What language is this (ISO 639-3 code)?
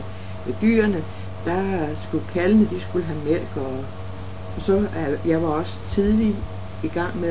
dan